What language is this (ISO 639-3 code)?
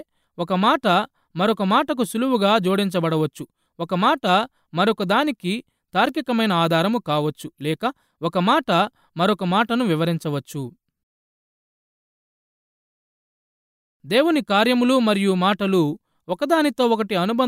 tel